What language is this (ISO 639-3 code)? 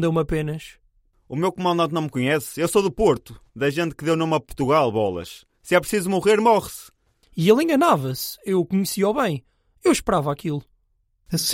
por